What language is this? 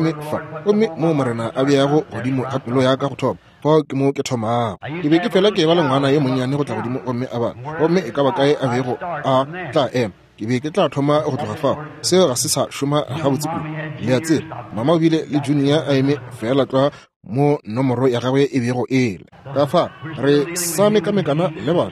Northern Sotho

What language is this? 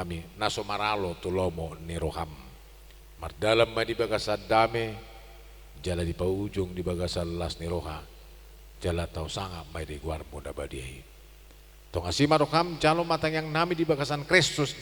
Batak Toba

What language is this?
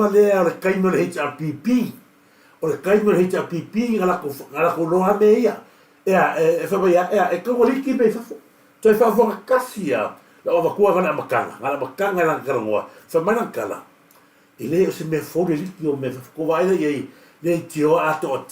Samoan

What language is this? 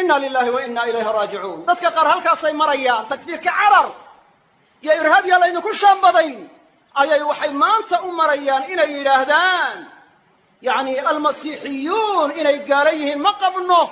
Somali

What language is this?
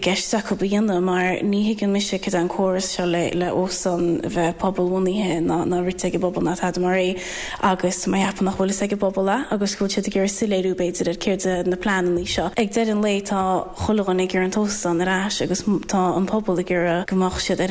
Irish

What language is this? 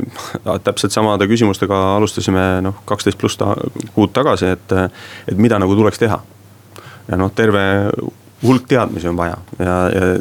Estonian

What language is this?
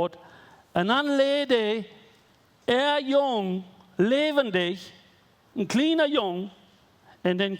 Plautdietsch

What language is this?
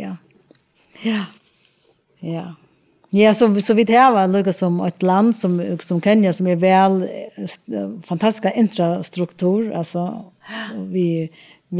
Faroese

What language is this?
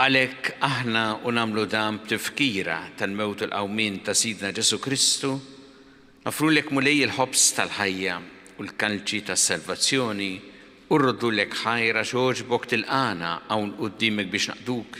Maltese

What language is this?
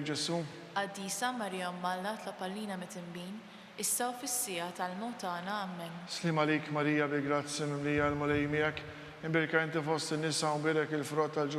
Maltese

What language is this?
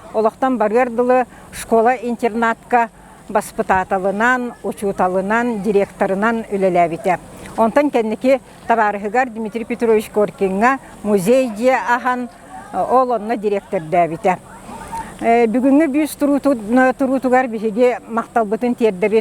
Yakut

